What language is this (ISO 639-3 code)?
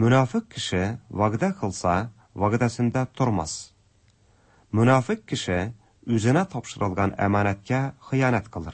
tat